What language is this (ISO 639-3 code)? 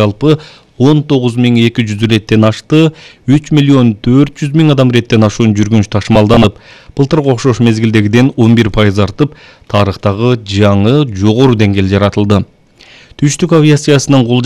kir